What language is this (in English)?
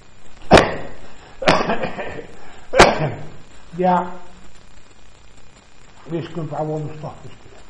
Icelandic